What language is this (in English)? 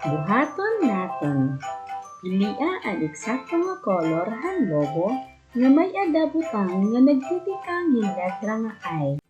Waray